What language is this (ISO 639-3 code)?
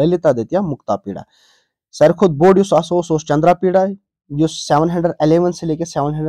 kas